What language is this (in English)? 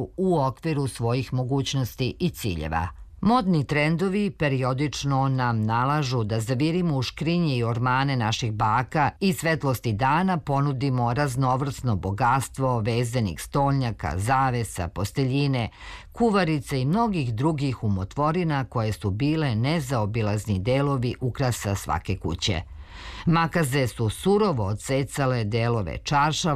Serbian